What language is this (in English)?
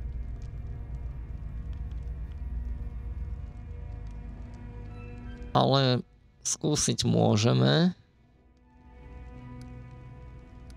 Slovak